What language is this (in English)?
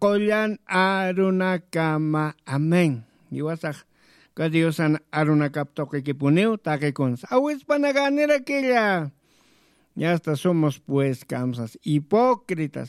Aymara